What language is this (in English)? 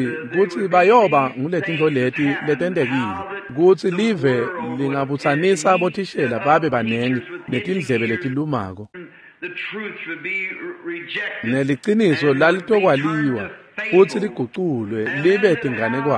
Swati